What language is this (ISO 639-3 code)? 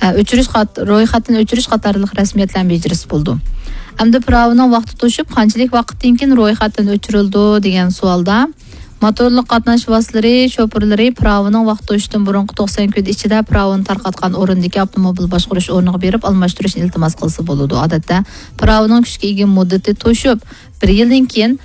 uig